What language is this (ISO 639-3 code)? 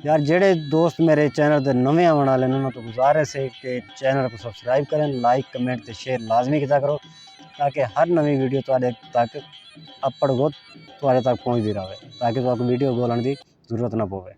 skr